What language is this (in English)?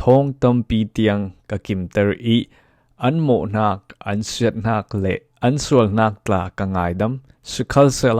Falam Chin